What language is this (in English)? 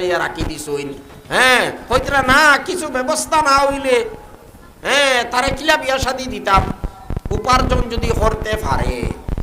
Sylheti